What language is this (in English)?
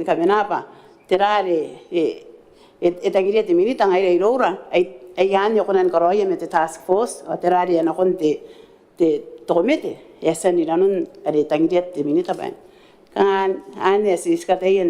Gilbertese